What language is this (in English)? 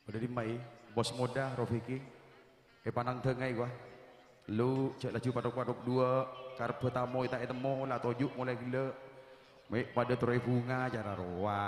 Madurese